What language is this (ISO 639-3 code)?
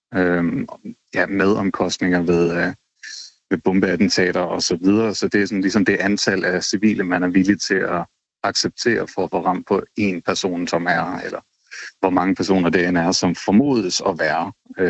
dan